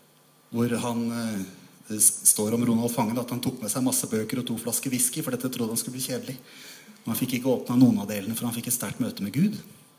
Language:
Norwegian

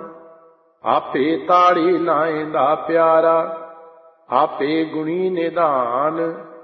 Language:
Punjabi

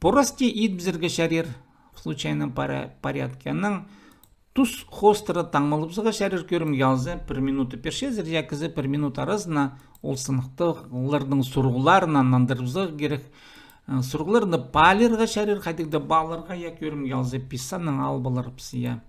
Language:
Khakas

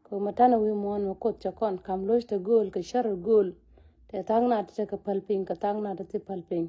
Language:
Nuer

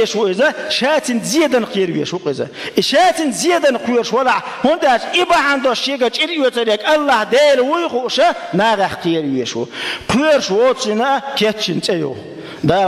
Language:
Chechen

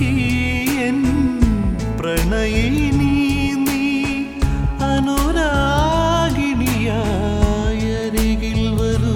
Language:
Malayalam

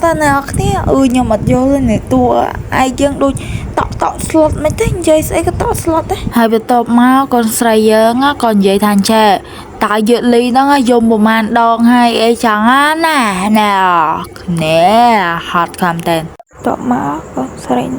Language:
Khmer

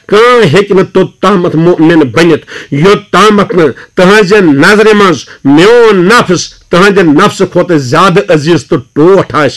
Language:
Kashmiri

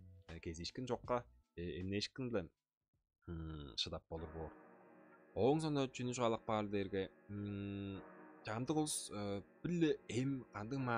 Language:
Tuvinian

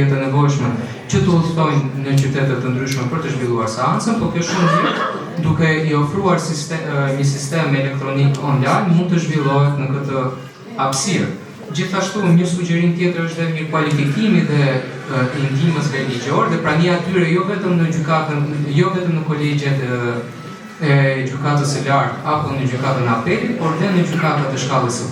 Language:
Albanian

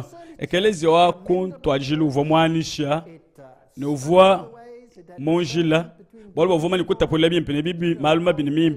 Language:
Luba-Lulua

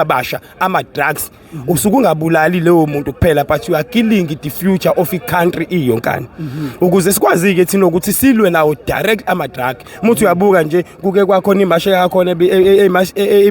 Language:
Zulu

